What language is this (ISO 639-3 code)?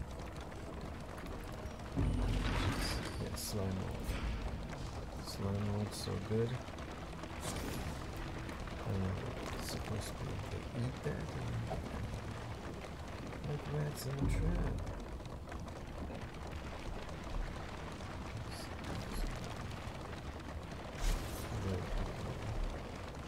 eng